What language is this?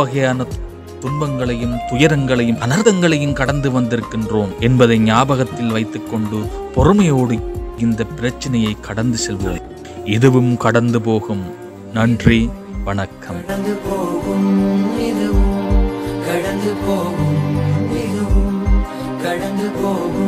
Tamil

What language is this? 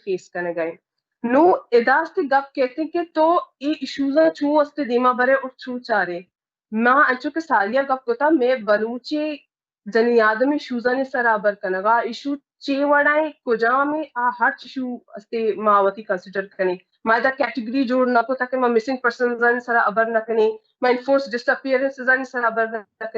Baluchi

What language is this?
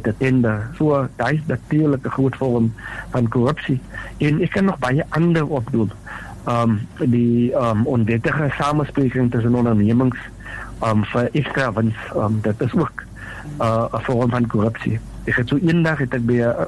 Afrikaans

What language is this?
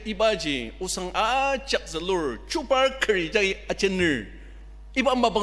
Ao Naga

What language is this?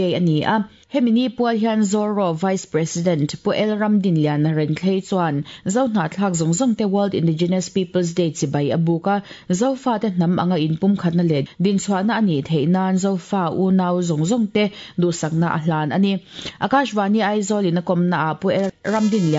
Mizo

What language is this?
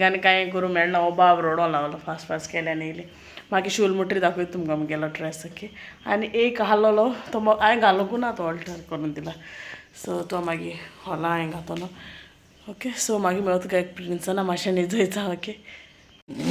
Konkani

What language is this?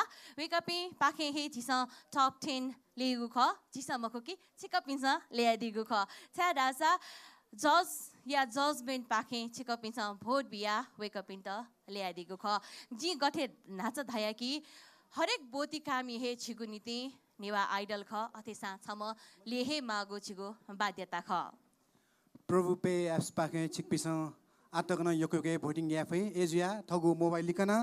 Newari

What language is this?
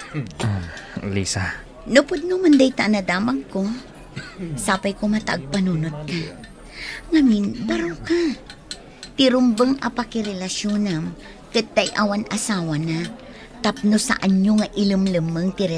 Iloko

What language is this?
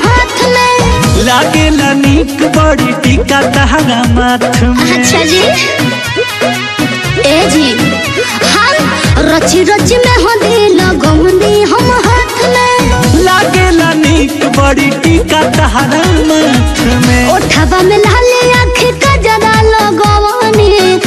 Bhojpuri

